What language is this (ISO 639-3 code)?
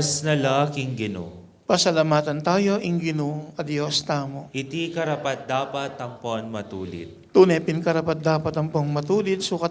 pam